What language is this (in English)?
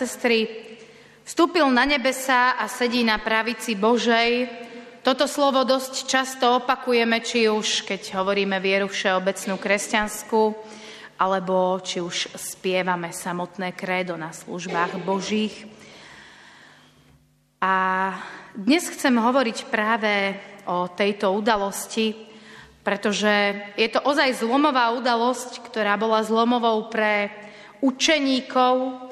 Slovak